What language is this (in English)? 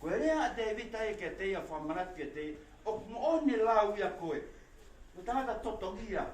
Tongan